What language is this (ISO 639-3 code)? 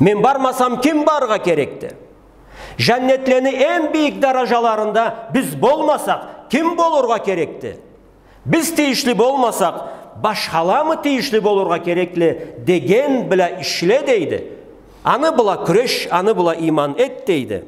krc